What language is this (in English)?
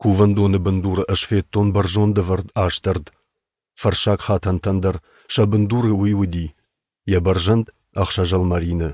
Ossetic